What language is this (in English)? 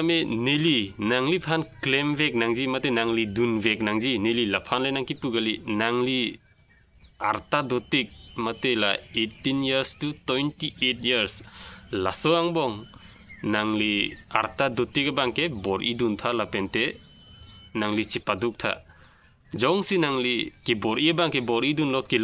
Karbi